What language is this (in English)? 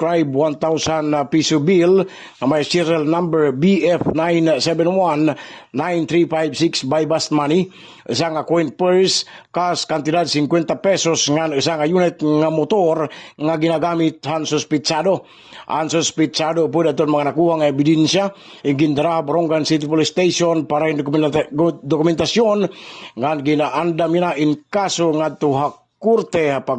Waray